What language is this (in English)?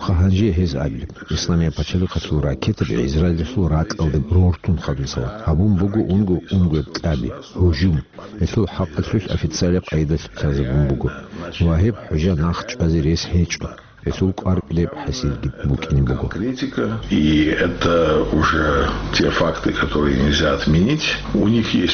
Avaric